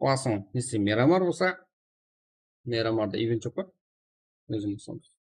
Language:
Kara-Kalpak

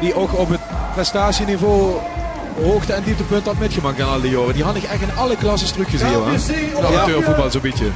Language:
Limburgish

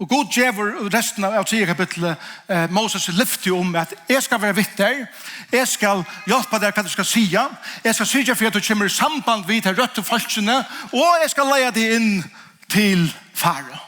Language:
Faroese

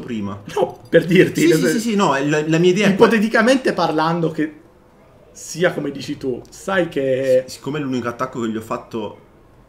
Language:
Italian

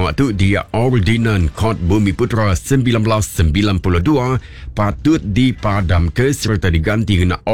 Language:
Iban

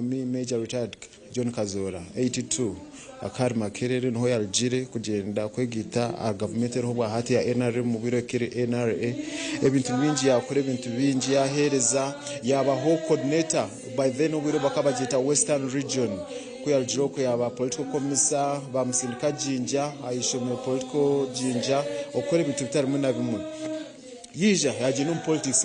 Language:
Nyankole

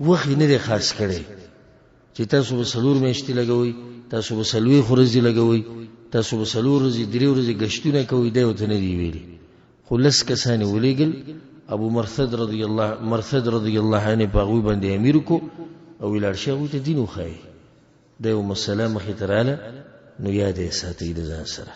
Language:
Pashto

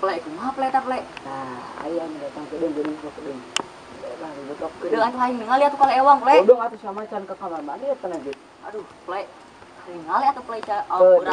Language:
Sundanese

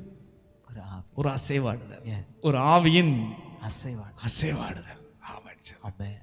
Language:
Tamil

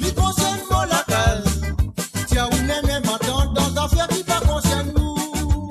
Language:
Morisyen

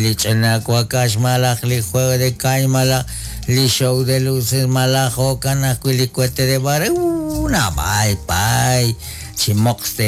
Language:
Kekchí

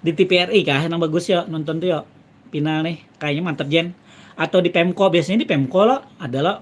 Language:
Banjar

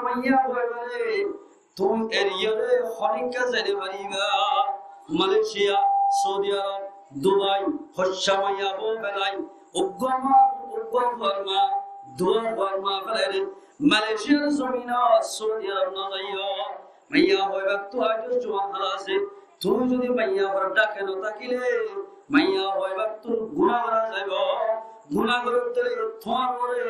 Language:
Rohingya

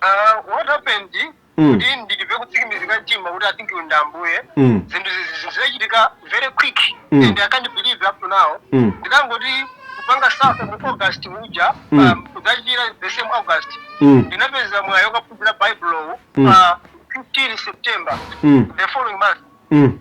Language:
Nyanja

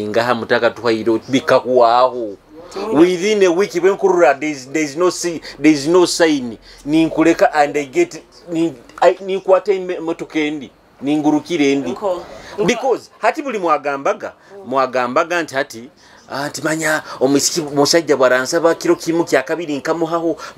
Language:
Nyoro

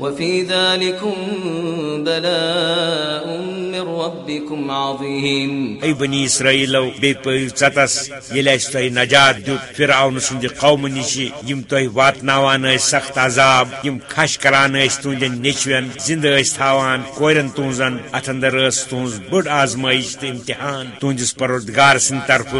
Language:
Kashmiri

